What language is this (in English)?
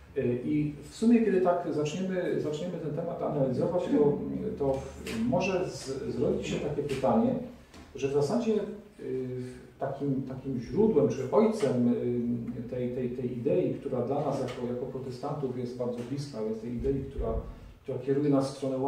Polish